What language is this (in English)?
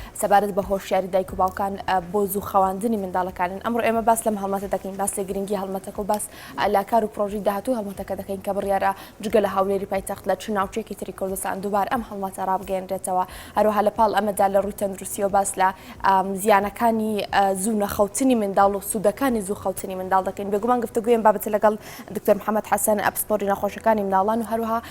Central Kurdish